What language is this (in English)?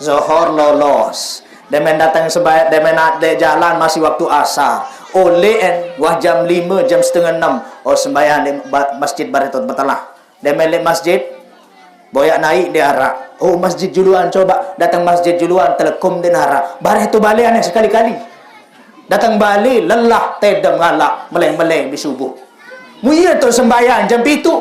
Sasak